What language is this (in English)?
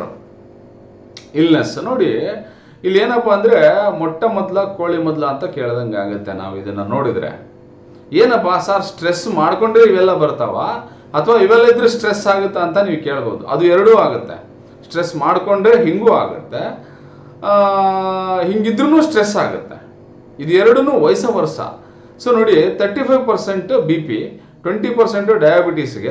Kannada